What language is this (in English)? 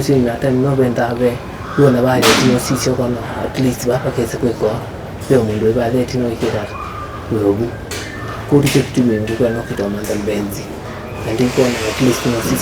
Kamba